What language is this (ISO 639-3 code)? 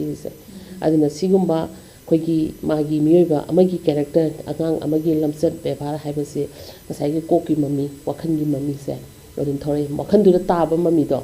mni